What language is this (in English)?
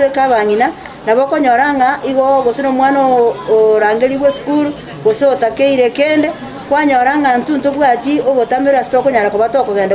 Gusii